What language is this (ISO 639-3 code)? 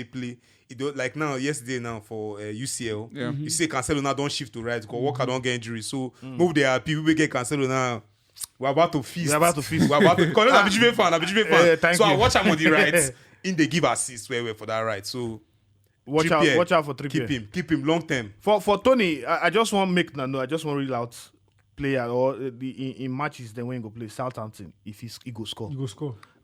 pcm